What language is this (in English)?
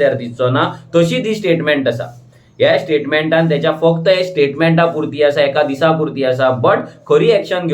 Konkani